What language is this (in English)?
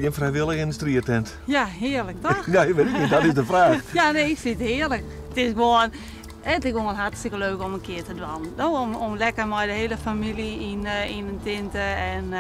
Western Frisian